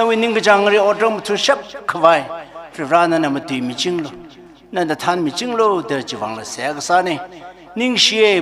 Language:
Tangkhul Naga (India)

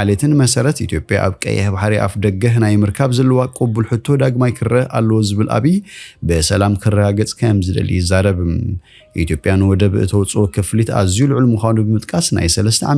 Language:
Tigrinya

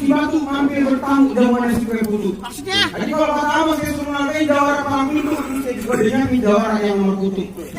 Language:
Betawi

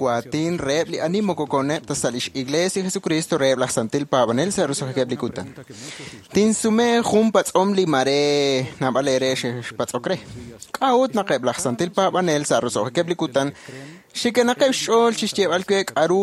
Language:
Kekchí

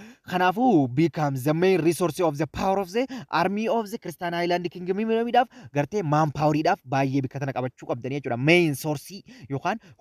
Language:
Oromo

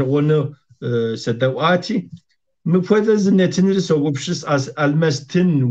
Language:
Kabardian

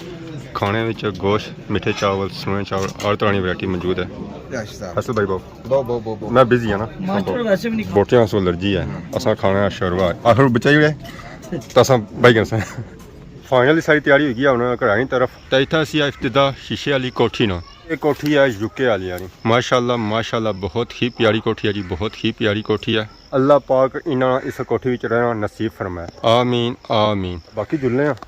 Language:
Pahari-Potwari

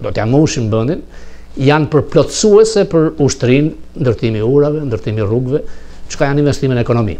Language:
Albanian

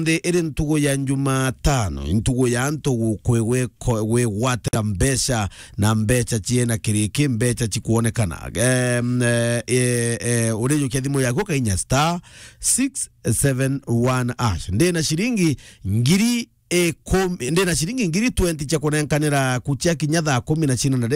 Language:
Meru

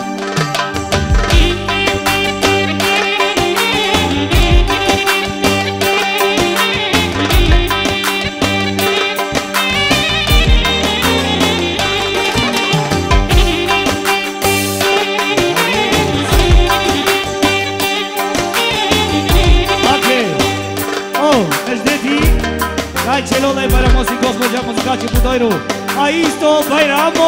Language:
Romanian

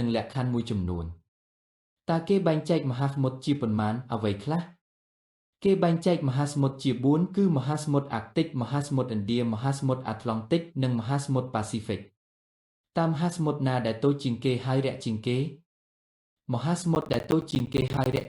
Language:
Khmer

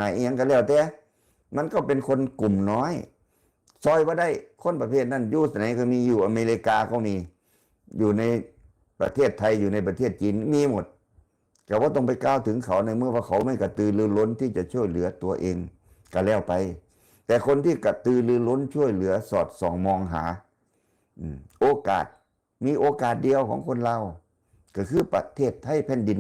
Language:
Northeastern Thai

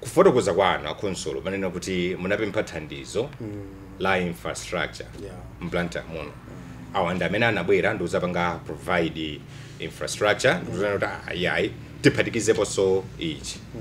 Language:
Nyanja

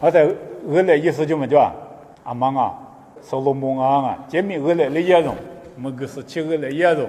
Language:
Lisu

